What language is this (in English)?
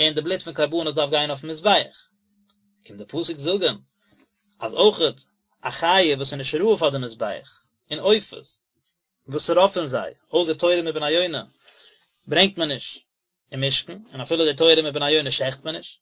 Yiddish